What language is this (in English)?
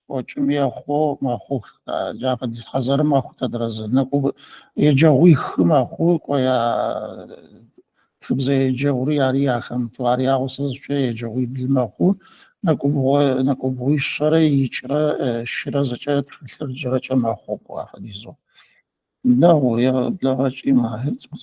Adyghe